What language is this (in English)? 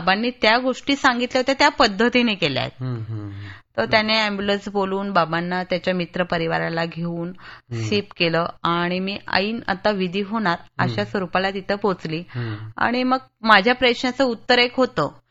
Marathi